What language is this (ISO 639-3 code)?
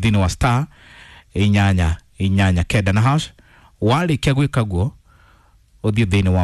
kik